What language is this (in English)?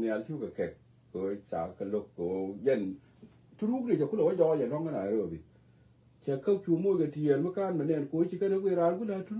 Nuer